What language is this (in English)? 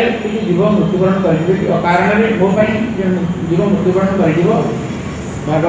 Odia